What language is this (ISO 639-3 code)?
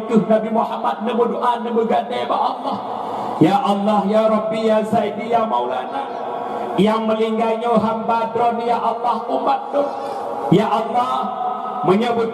ace